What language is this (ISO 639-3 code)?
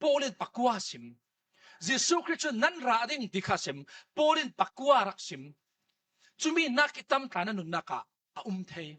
cfm